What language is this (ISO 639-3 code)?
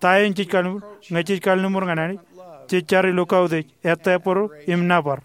mah